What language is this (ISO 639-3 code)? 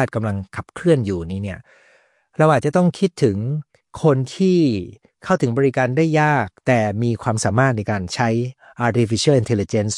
tha